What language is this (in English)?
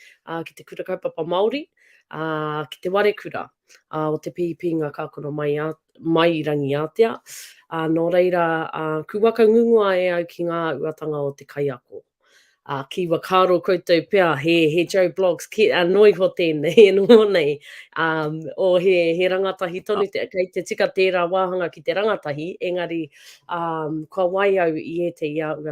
Māori